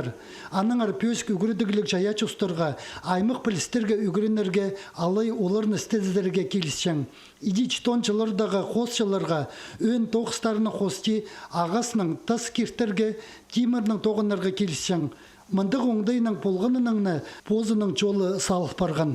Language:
Khakas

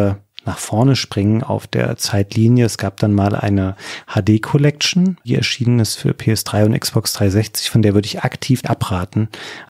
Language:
German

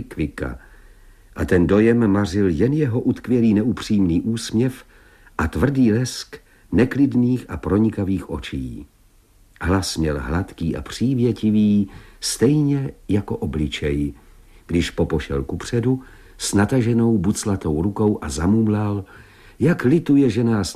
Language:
Czech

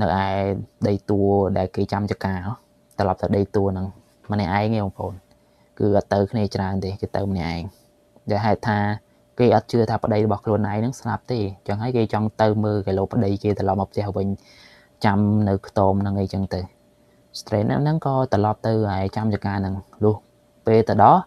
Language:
Khmer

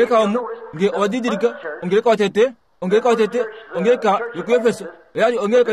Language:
Kuanyama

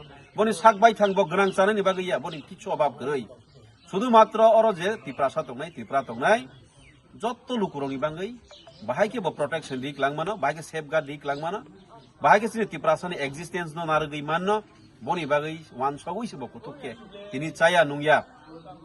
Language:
Kok Borok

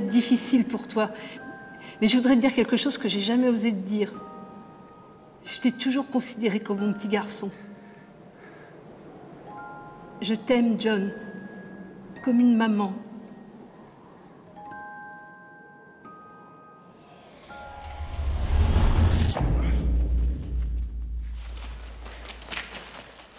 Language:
French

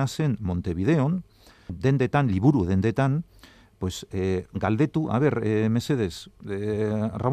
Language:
Basque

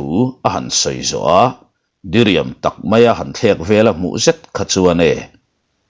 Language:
Mizo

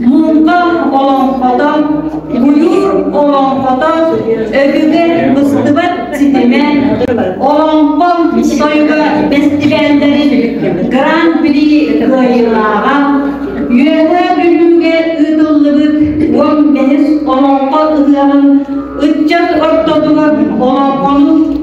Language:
Yakut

